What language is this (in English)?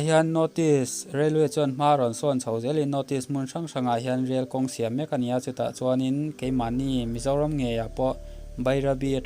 Mizo